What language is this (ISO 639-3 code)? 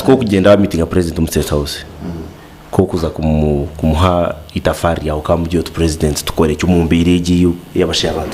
nyn